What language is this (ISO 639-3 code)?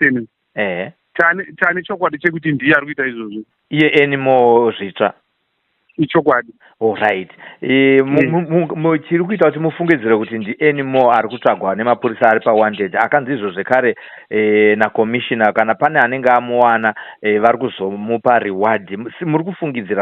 sna